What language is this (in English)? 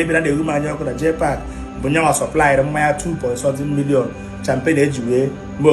Igbo